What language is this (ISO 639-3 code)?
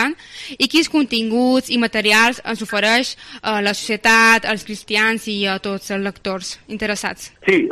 cat